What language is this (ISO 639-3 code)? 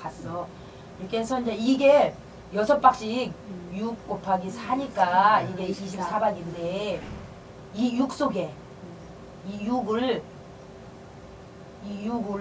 kor